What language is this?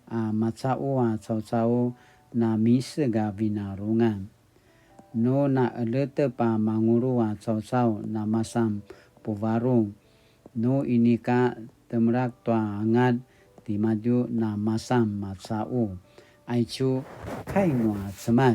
Paiwan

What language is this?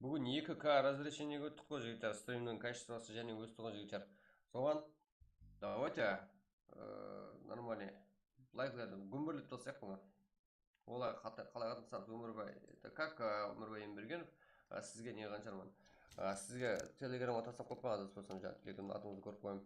Kara-Kalpak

